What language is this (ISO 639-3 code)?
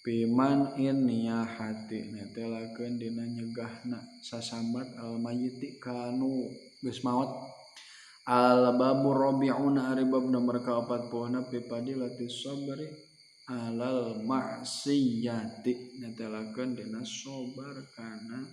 sun